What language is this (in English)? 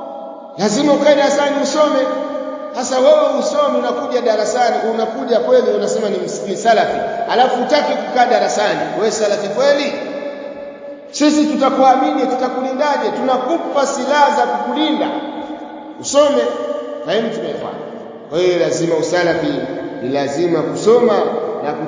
Swahili